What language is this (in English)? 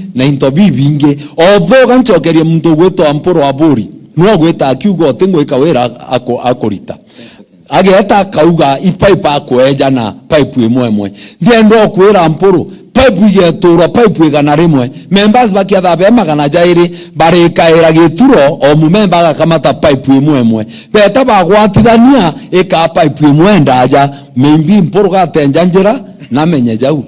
Meru